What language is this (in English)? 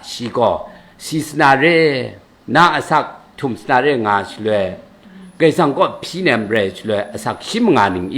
Kachin